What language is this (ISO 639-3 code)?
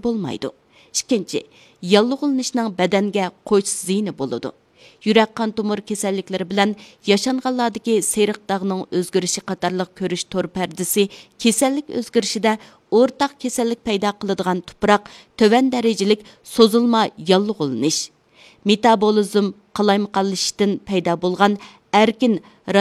uig